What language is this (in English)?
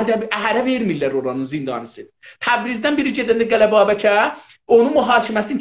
South Azerbaijani